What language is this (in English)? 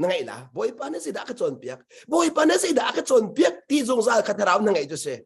Hakha Chin